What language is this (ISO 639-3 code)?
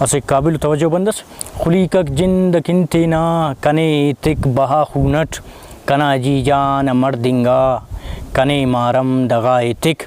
brh